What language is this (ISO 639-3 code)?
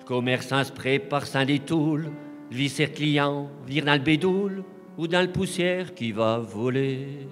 pcd